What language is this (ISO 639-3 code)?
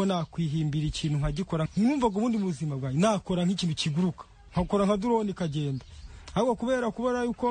kin